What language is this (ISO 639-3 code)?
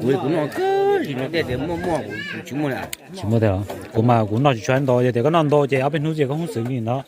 hmn